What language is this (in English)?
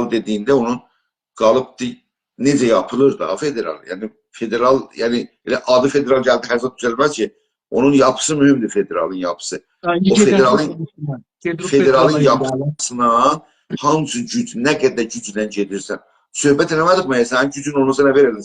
South Azerbaijani